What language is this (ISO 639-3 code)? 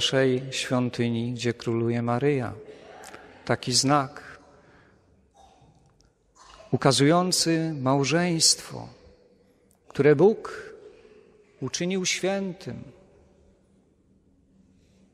pol